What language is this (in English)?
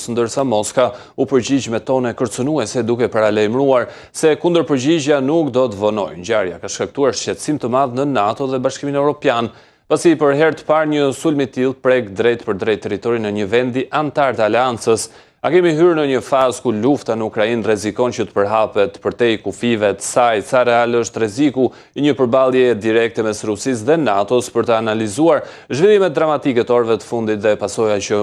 Albanian